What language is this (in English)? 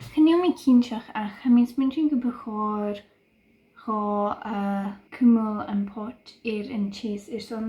Scottish Gaelic